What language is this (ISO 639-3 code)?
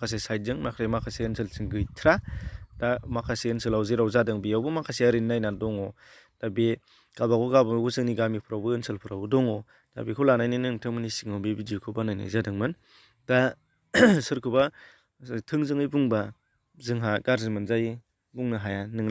brx